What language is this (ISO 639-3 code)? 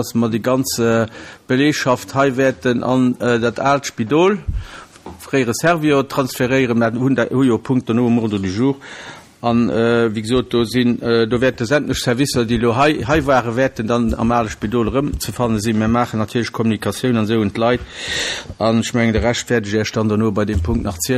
ltz